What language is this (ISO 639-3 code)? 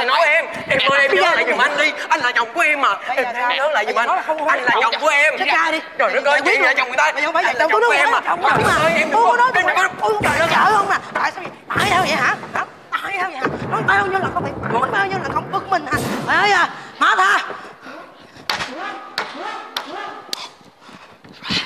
vie